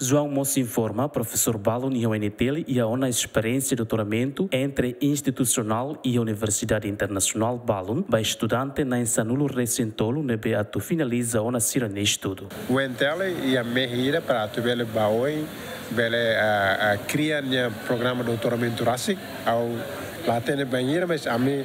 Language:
Tetum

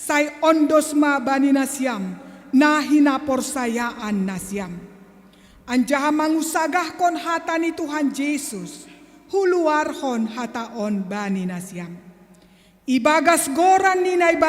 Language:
Batak Simalungun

